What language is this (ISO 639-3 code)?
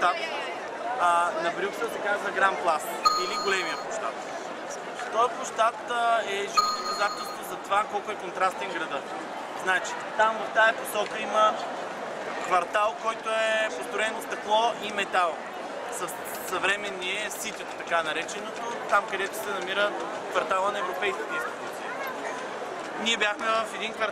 bul